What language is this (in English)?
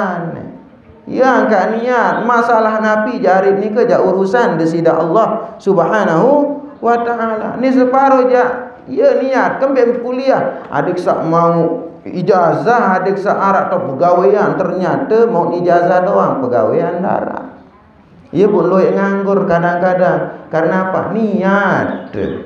Sasak